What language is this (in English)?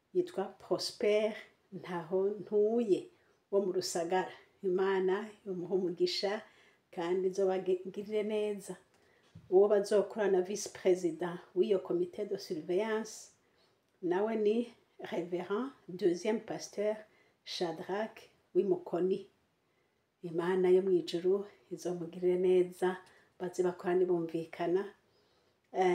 Rundi